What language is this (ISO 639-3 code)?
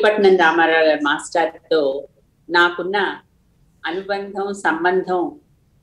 tel